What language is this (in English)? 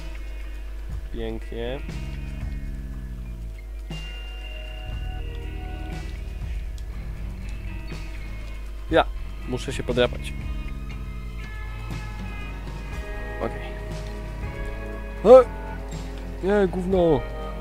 Polish